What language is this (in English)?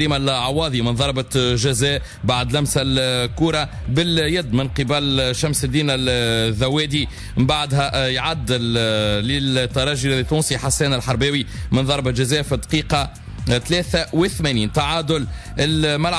Tunisian Arabic